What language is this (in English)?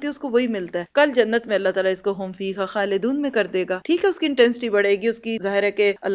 Urdu